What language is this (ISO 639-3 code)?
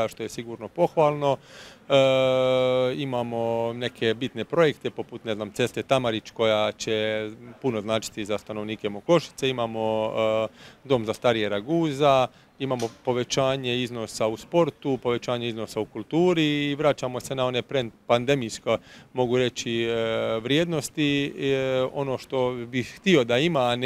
hrv